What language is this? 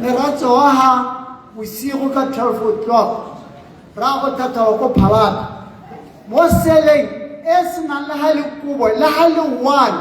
Tswana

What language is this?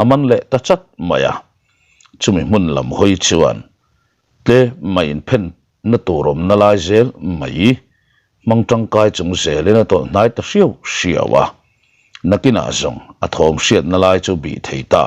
Mizo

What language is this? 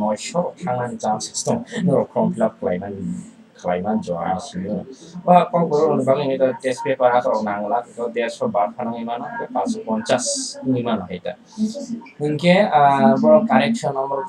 Kok Borok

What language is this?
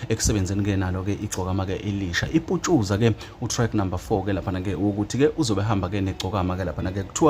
Zulu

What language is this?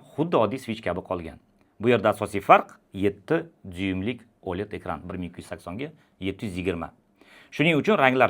Uzbek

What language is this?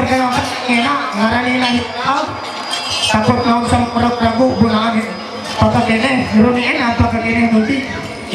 Ma'anyan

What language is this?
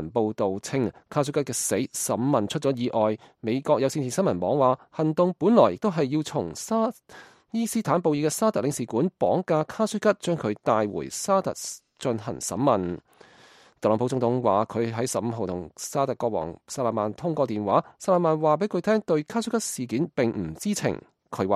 Cantonese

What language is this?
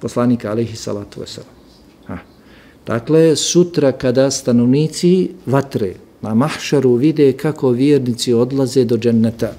Bosnian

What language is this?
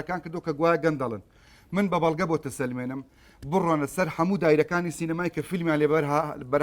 Central Kurdish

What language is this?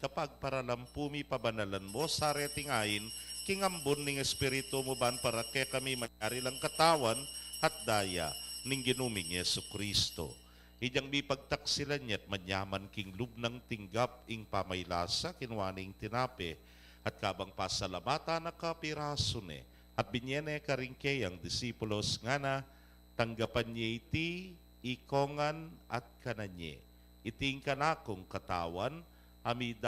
Pampanga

